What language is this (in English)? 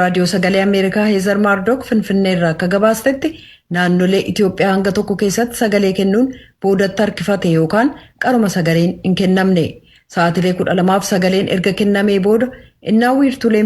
Oromo